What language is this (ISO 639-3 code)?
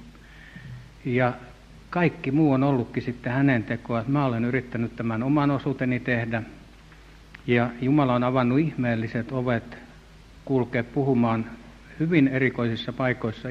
fin